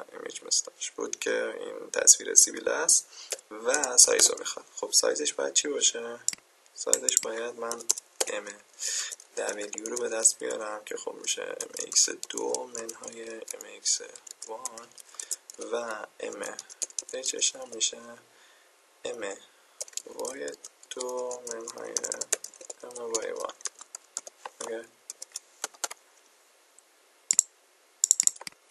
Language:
Persian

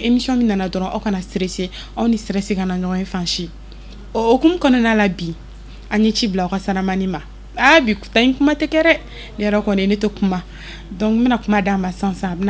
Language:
Bambara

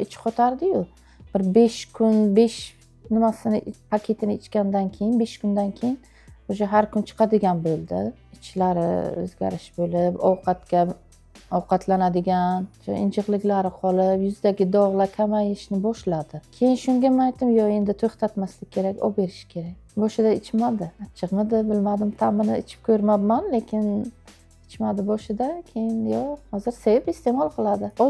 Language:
Uzbek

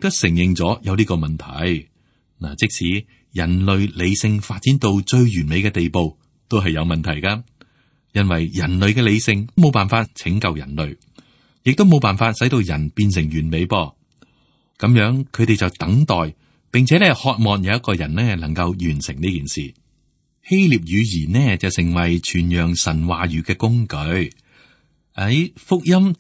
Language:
Cantonese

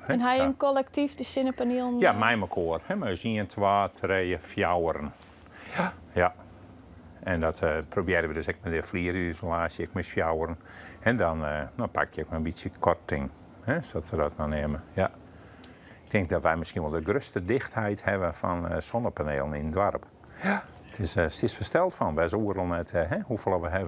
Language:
Western Frisian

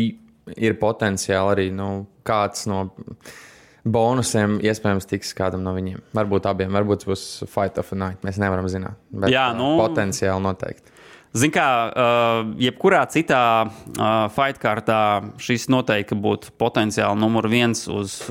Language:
Latvian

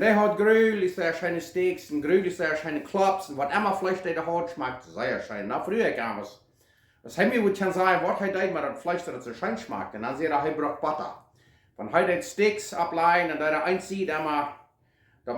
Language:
Plautdietsch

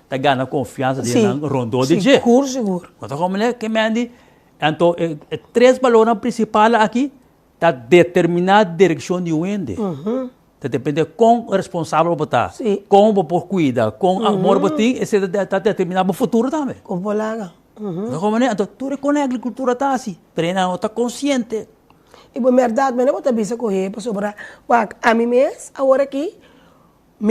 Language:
Papiamento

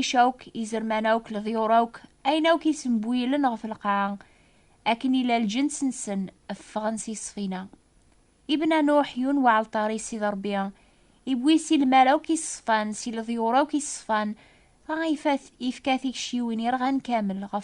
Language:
Kabyle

